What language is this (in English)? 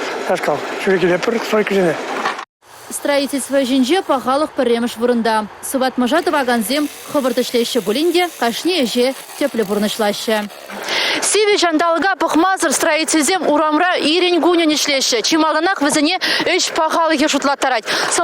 Chuvash